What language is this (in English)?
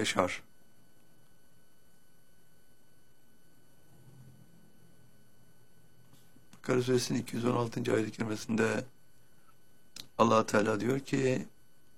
Turkish